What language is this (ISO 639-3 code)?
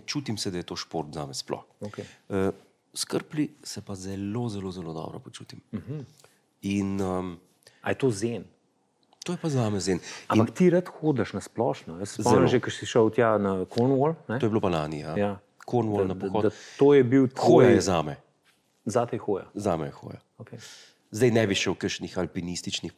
slv